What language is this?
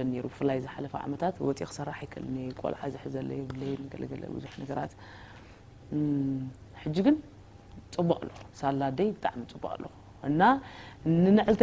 Tigrinya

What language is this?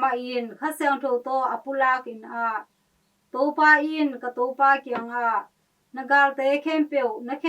Tedim Chin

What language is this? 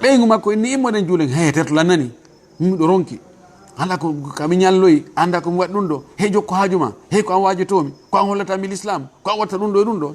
Fula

